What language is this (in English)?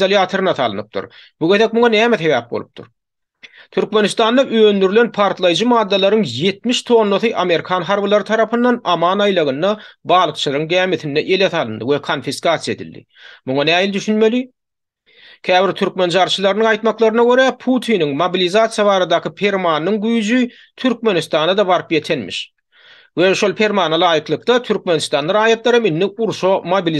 Turkmen